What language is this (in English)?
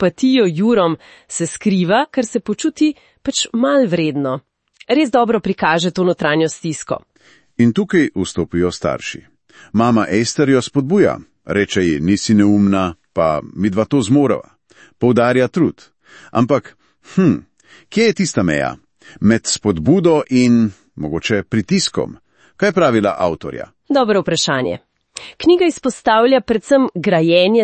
Slovenian